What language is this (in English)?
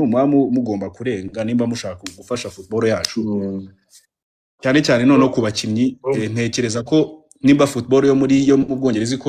Kinyarwanda